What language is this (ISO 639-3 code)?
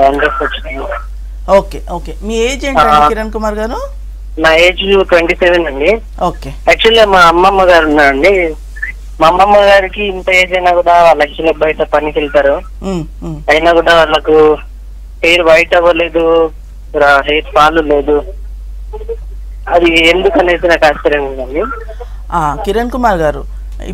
tel